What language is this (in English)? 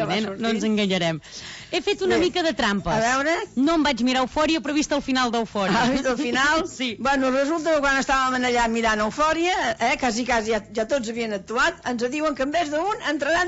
Catalan